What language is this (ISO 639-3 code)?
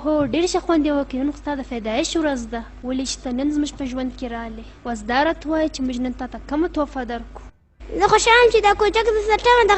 pus